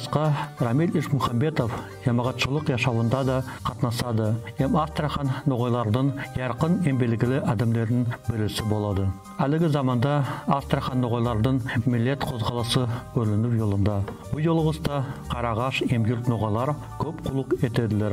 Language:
Nogai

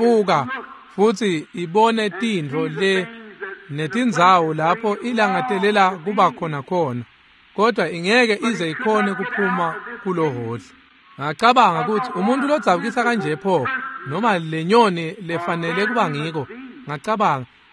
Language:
Swati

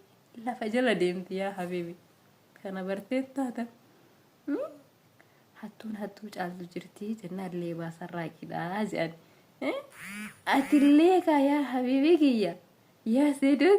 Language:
Oromo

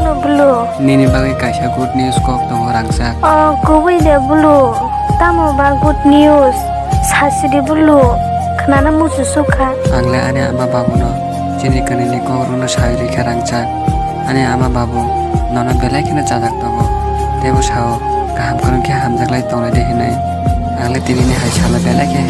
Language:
Kok Borok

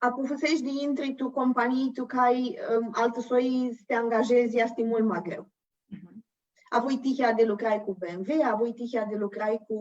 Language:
Aromanian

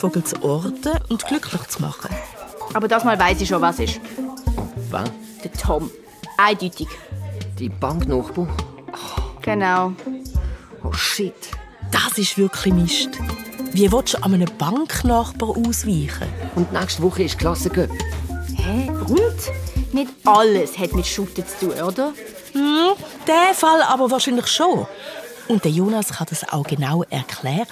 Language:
Swiss German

